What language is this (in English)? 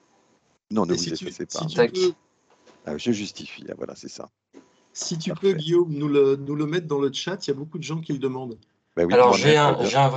French